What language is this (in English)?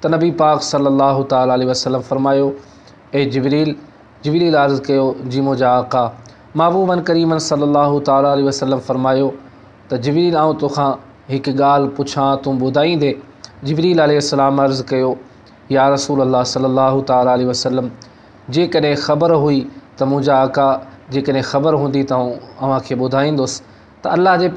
Sindhi